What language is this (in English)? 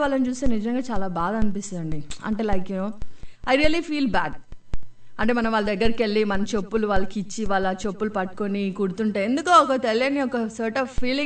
Telugu